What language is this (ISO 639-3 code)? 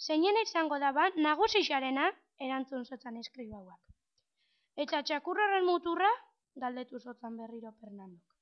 eus